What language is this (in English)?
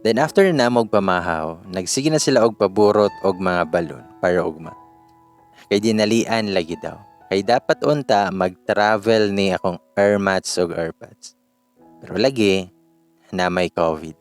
Cebuano